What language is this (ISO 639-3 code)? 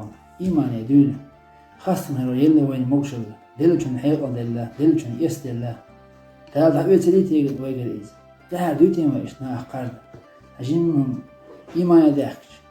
che